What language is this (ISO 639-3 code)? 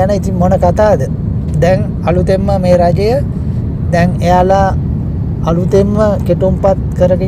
sin